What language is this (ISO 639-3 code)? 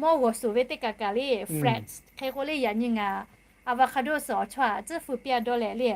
lhu